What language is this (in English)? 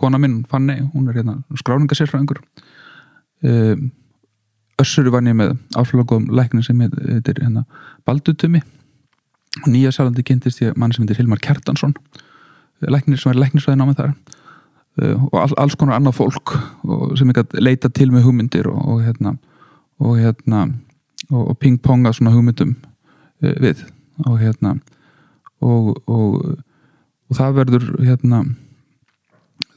Icelandic